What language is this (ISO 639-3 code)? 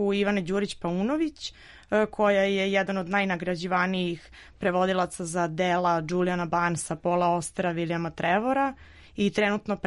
srp